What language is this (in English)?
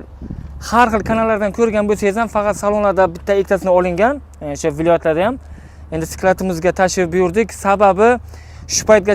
Uzbek